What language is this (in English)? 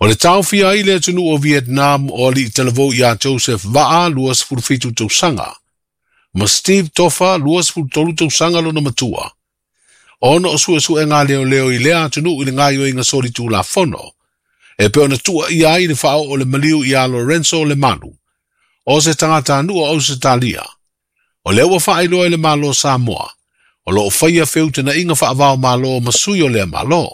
Samoan